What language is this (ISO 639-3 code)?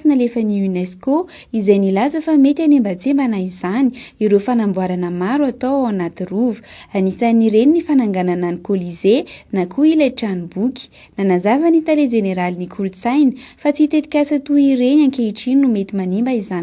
mlg